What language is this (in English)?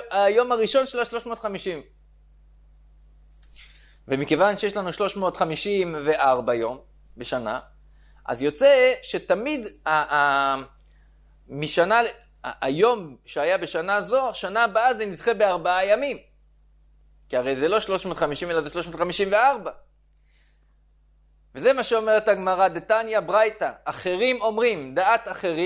Hebrew